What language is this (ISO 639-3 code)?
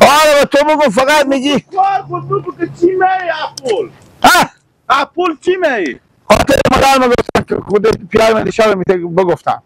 fas